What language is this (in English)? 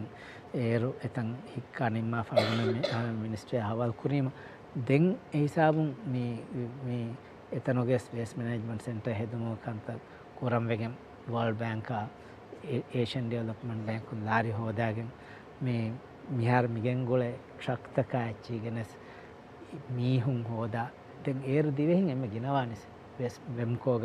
Divehi